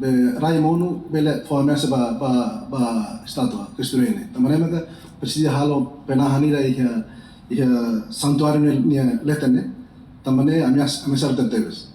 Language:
Tetum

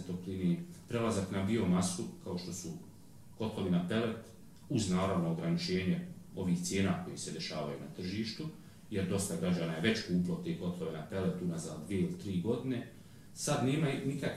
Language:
Bosnian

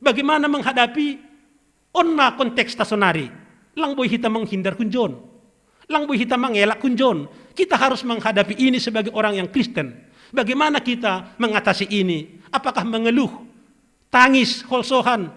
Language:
Batak Simalungun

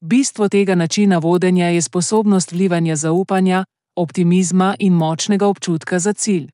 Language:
Slovenian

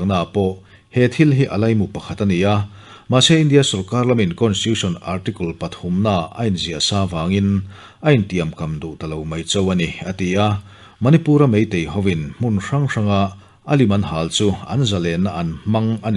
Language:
Mizo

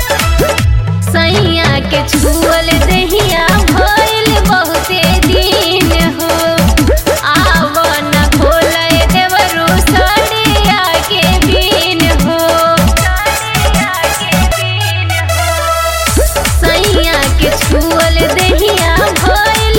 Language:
Bhojpuri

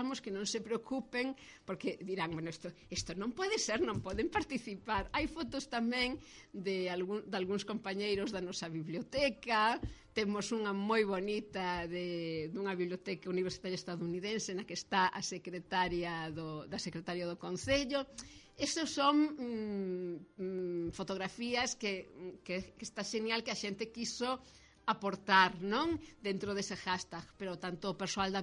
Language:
Galician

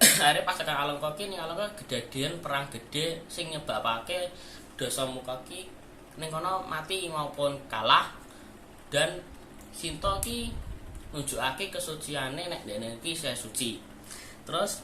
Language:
Javanese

